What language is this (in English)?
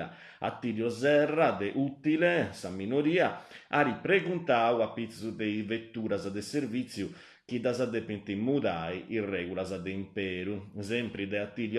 Sardinian